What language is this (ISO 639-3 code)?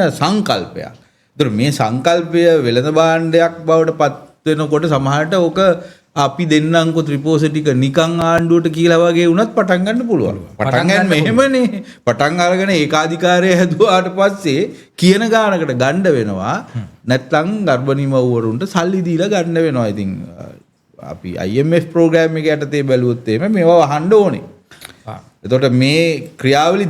sin